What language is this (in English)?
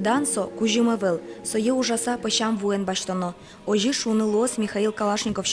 Udmurt